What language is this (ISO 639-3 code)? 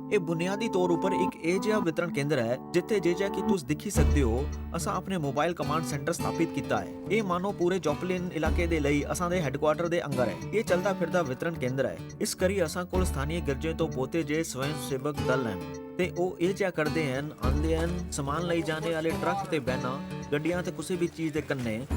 doi